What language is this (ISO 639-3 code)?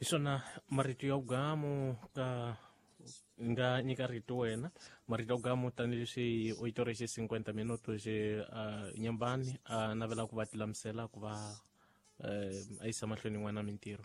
tso